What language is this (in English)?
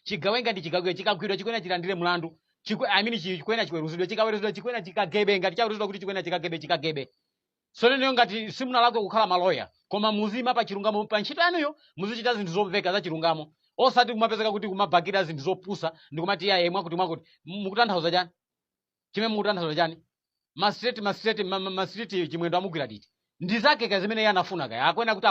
Nyanja